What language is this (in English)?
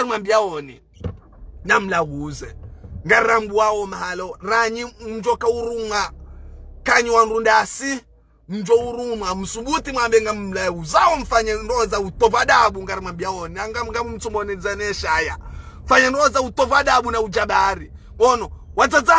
Ngazidja Comorian